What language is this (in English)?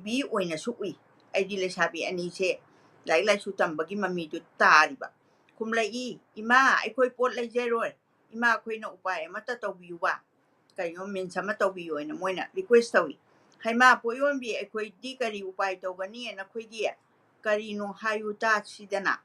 Manipuri